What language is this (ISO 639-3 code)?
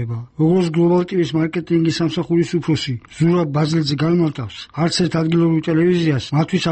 kat